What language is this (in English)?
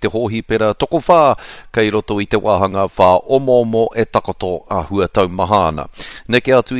Māori